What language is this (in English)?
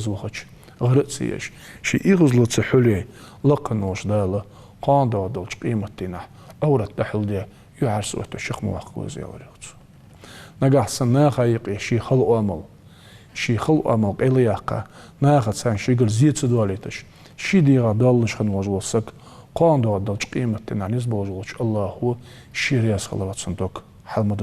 Ingush